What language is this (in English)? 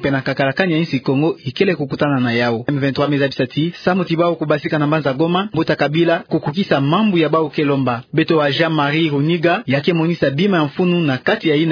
Kituba (Democratic Republic of Congo)